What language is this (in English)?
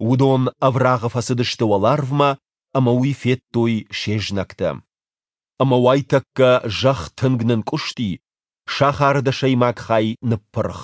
Ossetic